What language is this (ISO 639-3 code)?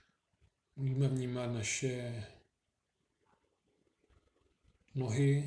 ces